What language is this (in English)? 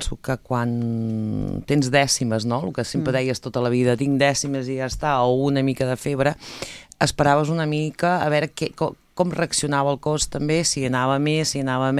Catalan